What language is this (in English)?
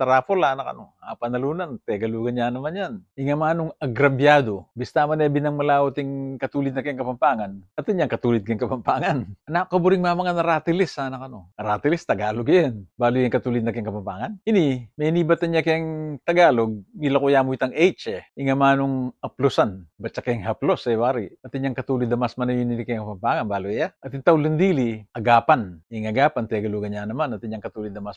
Pampanga